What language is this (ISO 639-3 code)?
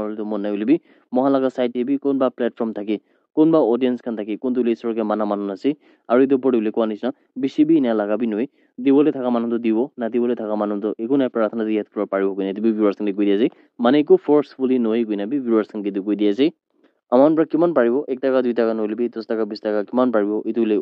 nag